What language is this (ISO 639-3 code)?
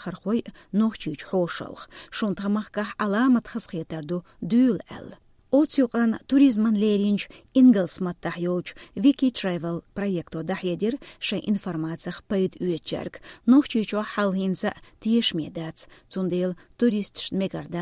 che